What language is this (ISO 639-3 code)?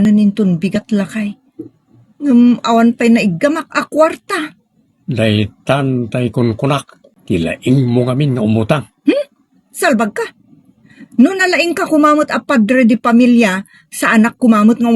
ilo